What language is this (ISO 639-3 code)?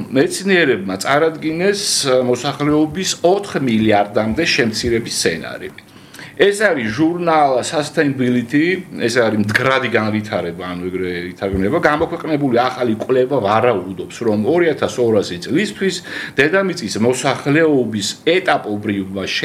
kat